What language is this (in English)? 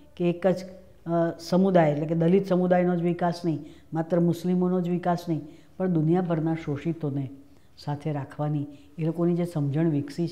Gujarati